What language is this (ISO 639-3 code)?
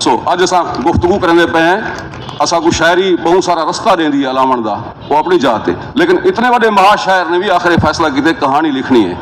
skr